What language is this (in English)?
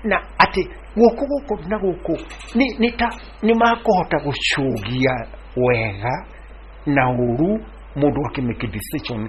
Kikuyu